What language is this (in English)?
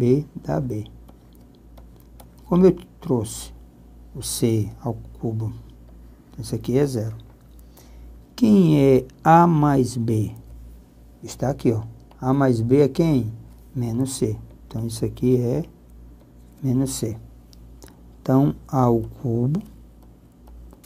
Portuguese